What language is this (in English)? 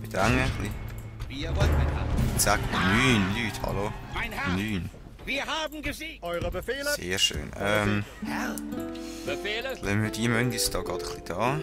Swiss German